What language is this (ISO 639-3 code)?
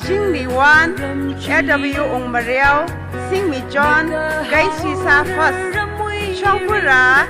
nmf